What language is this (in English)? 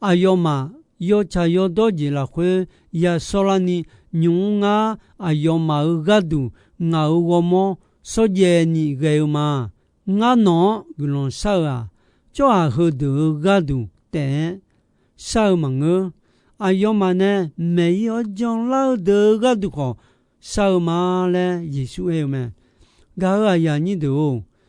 Akha